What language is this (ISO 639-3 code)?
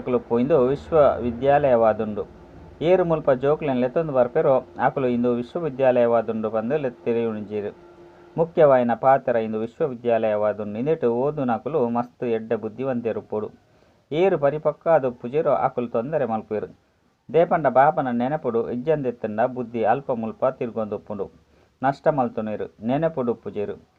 tcy